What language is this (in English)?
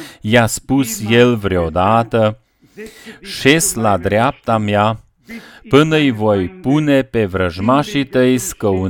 Romanian